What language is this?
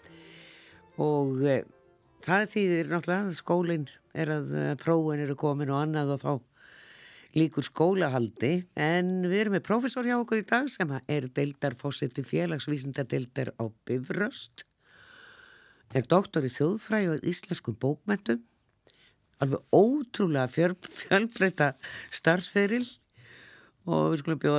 Icelandic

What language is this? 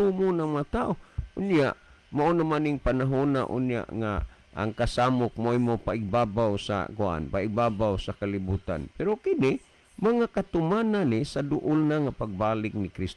Cebuano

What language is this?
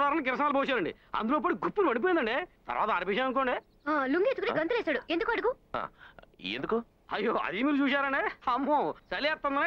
Telugu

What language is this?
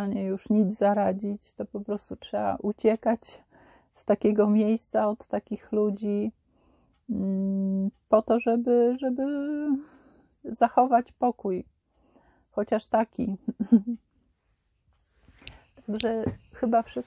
Polish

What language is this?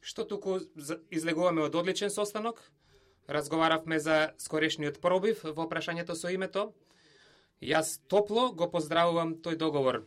Macedonian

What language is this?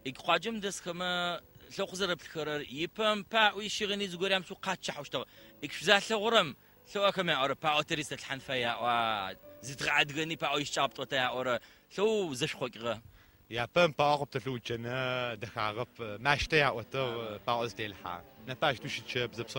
Adyghe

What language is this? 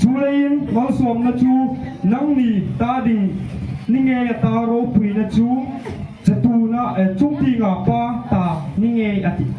Hmar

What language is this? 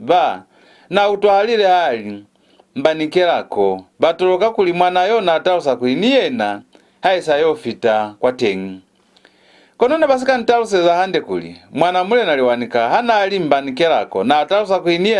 Lozi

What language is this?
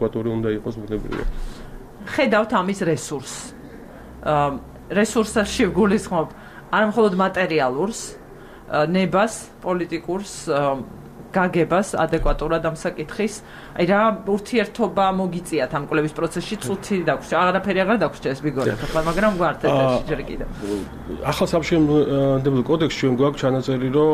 Georgian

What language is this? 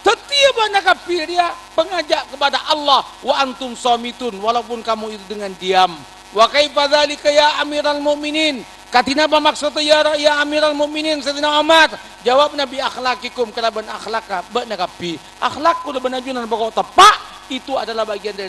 Madurese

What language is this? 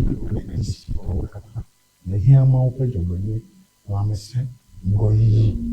Ewe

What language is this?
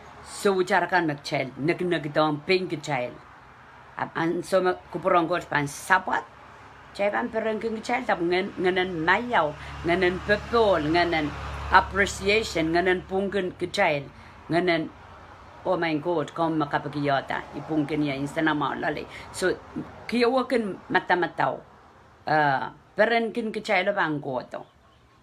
Pohnpeian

